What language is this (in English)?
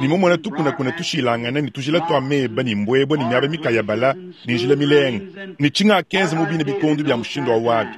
Luba-Lulua